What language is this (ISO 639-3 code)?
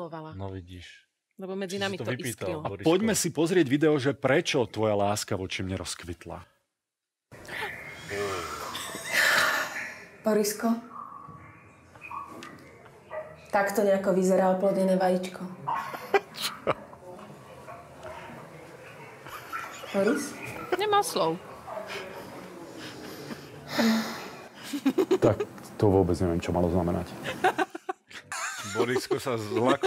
slk